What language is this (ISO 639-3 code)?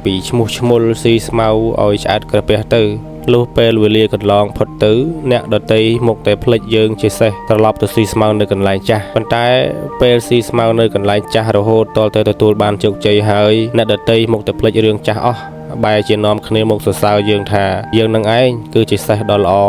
khm